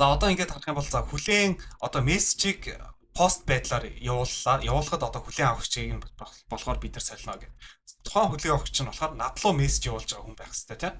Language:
Mongolian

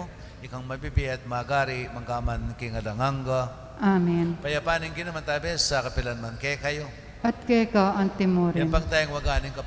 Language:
Pampanga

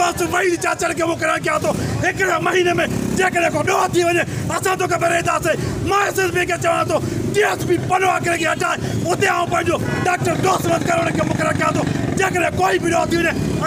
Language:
Sindhi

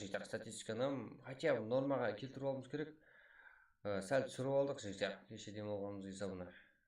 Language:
Kara-Kalpak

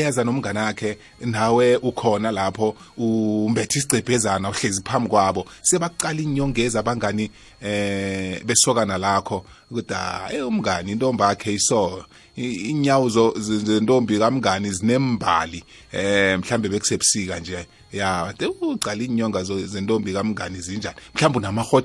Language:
South Ndebele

